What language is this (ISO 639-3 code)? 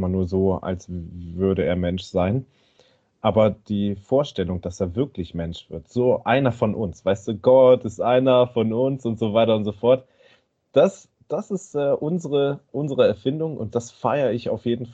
deu